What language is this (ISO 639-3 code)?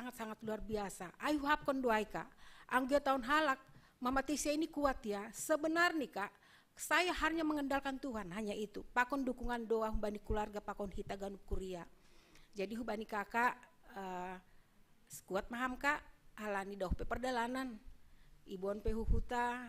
bts